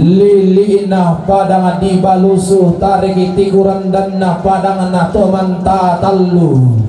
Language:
Toraja-Sa'dan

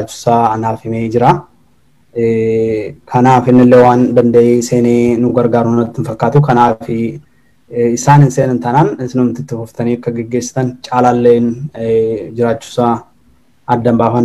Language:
Oromo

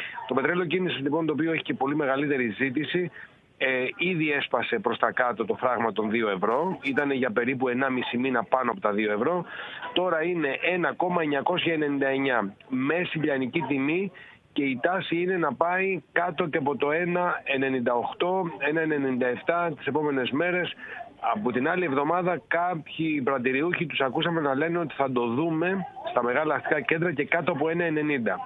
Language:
Greek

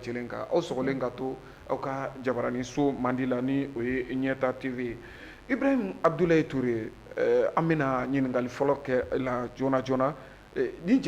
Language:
Bambara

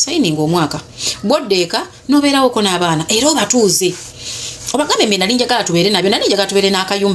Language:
Ganda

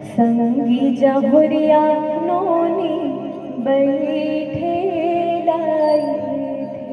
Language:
Chhattisgarhi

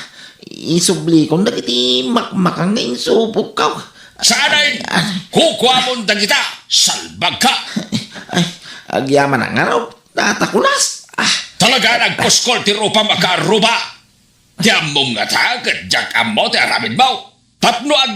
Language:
Iloko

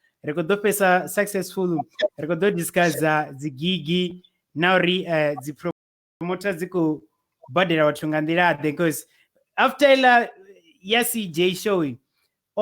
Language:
Venda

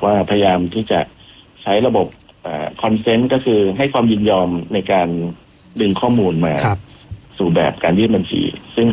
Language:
Thai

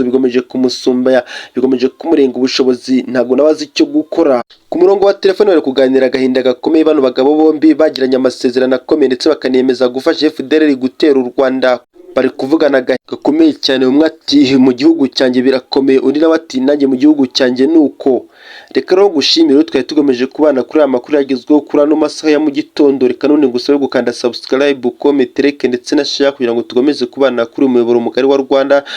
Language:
Kinyarwanda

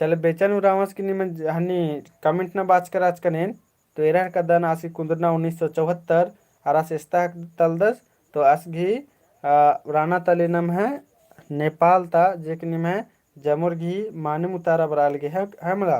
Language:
Kurukh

